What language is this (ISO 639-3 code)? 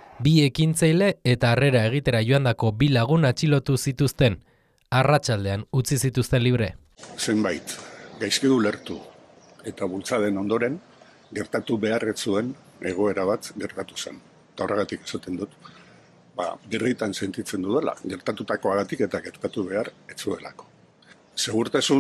eus